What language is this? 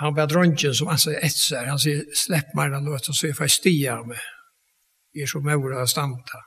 Faroese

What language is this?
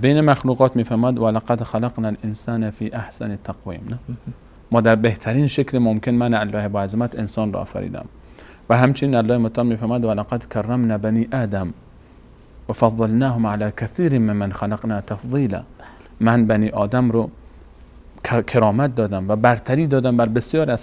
Persian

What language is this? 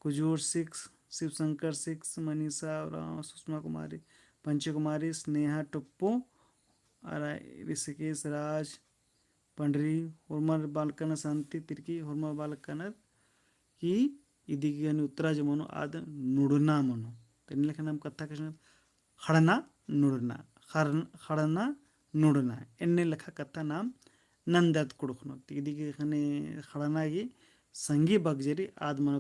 Kurukh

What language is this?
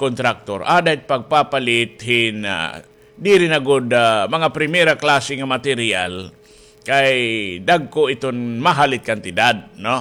Waray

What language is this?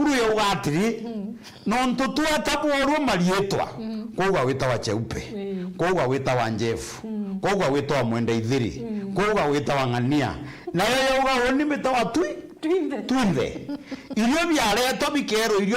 Meru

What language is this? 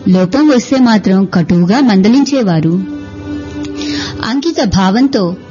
Telugu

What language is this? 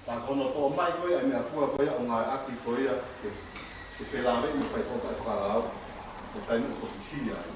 Tongan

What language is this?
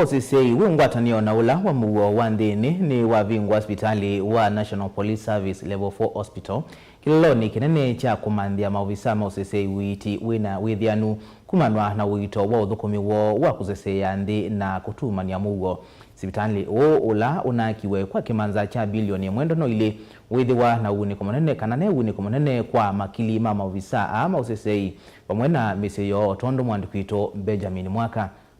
Kamba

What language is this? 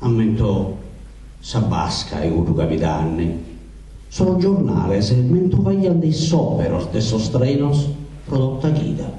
Sardinian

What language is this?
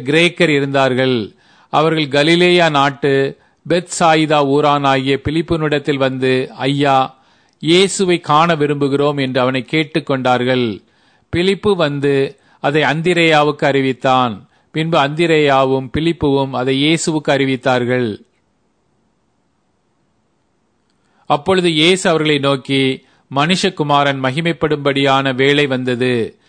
Tamil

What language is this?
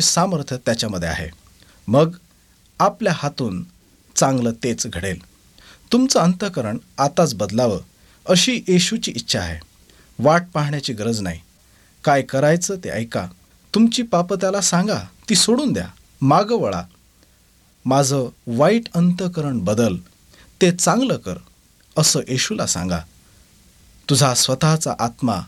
Marathi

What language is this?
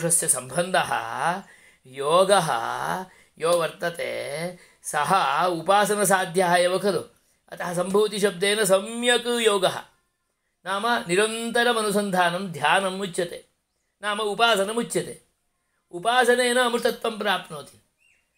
Sanskrit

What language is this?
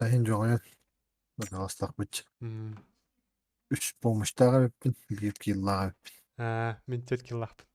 Yakut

